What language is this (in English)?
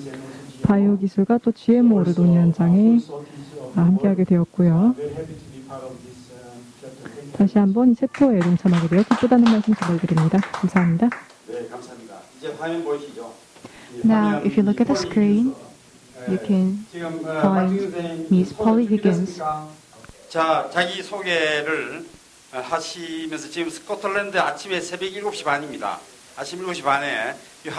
Korean